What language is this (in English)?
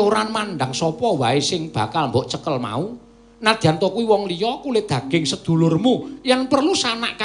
Javanese